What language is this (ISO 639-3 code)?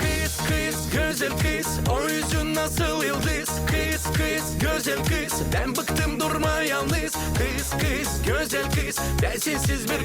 gag